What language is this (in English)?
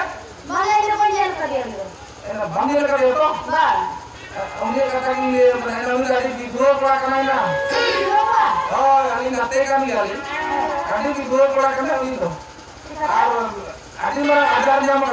Santali